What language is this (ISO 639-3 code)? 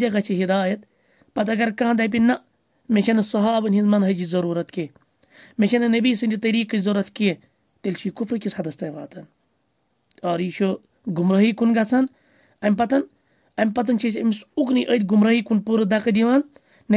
kas